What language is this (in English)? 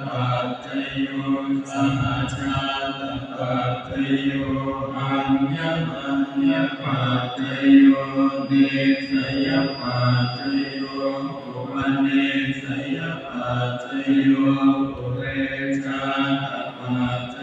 Pali